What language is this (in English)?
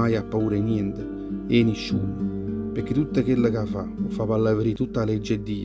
Neapolitan